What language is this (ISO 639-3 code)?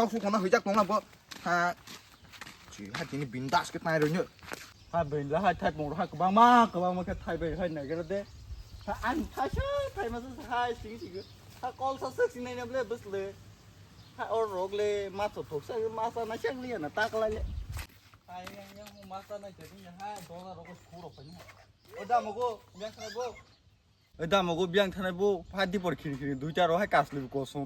trp